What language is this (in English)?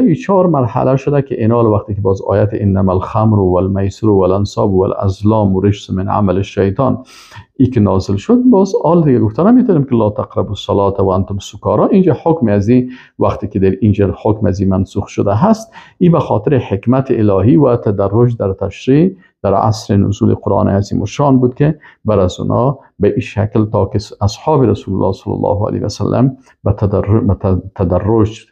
Persian